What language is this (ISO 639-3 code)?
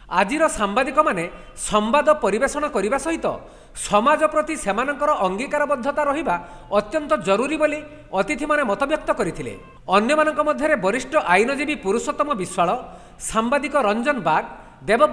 ori